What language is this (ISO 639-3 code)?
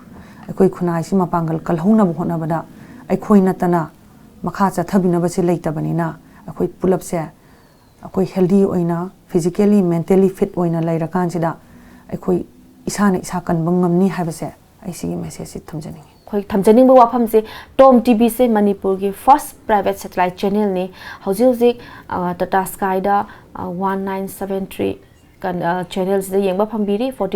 mni